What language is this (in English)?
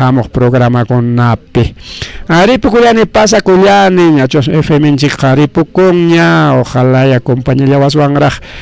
Ayacucho Quechua